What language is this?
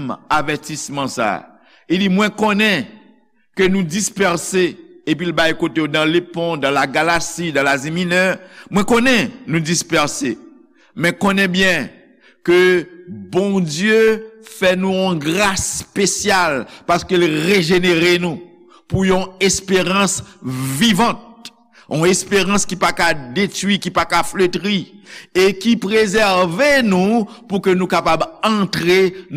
Haitian Creole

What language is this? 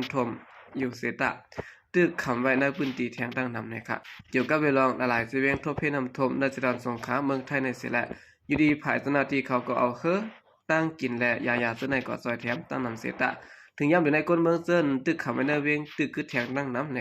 Shan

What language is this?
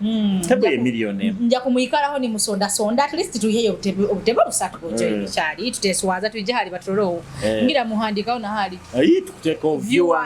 Nyoro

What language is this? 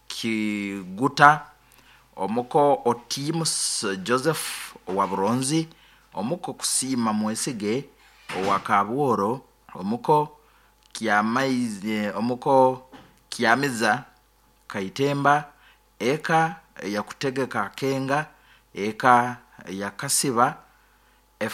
Nyoro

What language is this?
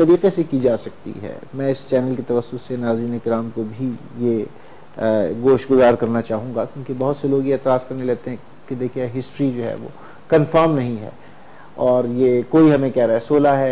Urdu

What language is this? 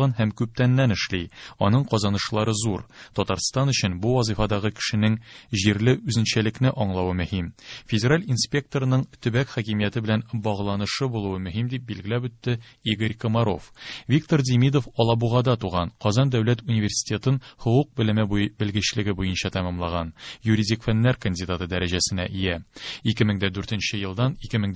Tatar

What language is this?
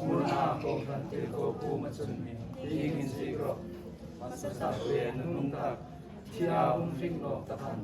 Hmar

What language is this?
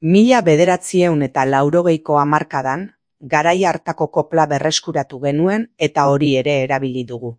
Basque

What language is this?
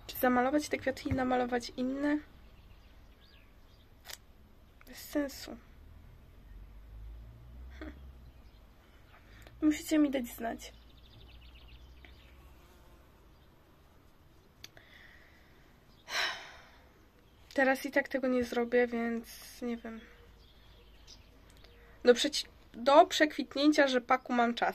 Polish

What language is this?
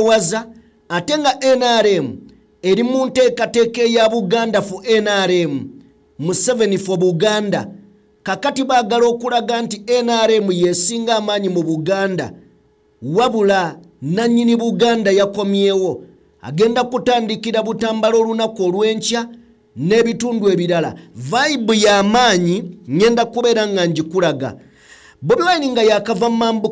Ganda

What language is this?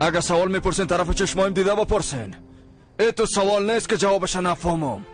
Persian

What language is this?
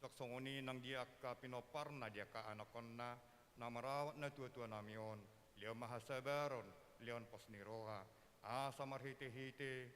Batak Toba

